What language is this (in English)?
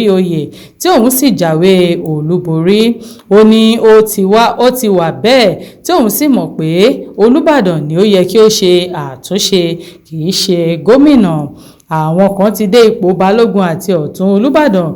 Yoruba